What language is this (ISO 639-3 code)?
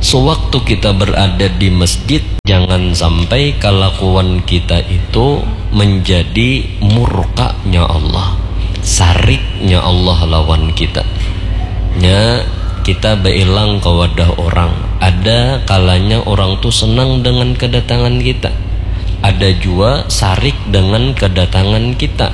bjn